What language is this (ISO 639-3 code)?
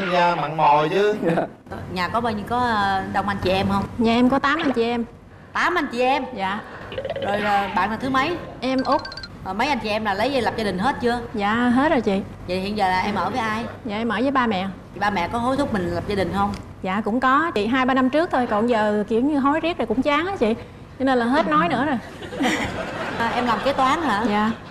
vie